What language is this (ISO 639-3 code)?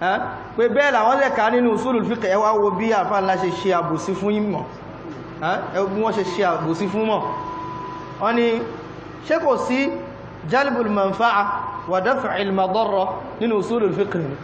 yor